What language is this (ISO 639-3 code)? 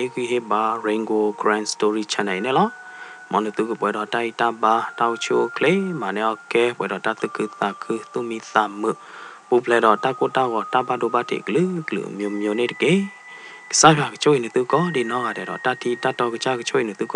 ksw